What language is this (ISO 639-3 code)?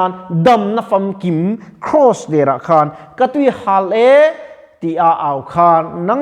lus